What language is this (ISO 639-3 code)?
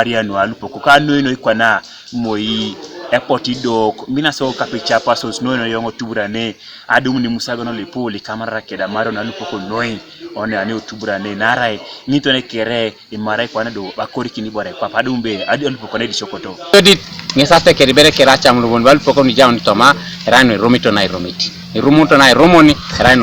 teo